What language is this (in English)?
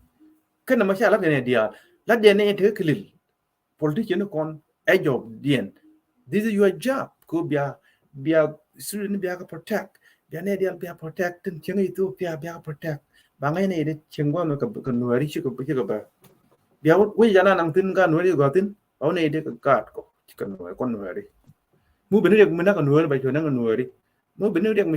Nuer